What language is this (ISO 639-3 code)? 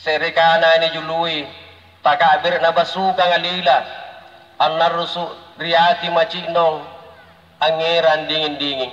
mak